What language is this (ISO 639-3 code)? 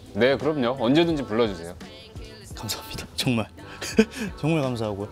kor